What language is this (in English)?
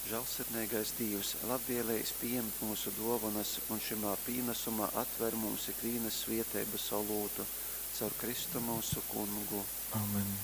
Latgalian